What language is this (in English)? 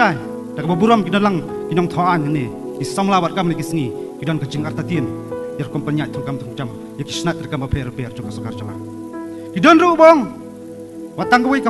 Khasi